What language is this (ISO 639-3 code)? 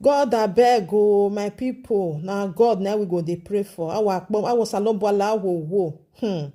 pcm